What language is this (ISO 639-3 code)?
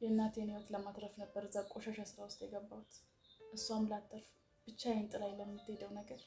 amh